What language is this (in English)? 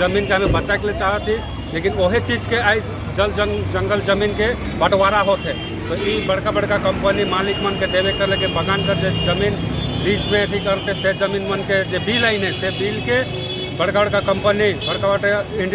Sadri